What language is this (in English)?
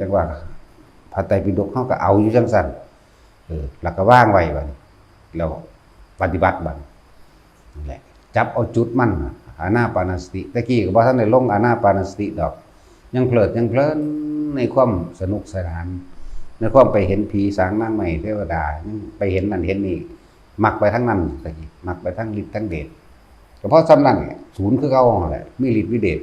Northeastern Thai